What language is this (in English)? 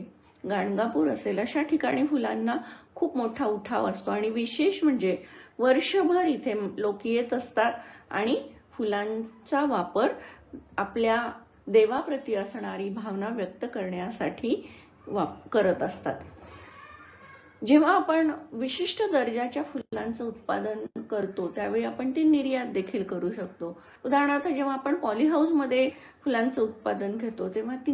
Marathi